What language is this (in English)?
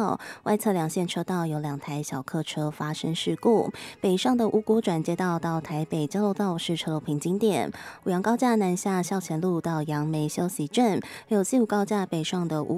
Chinese